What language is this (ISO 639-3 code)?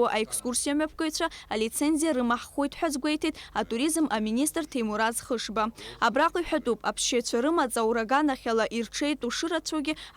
abk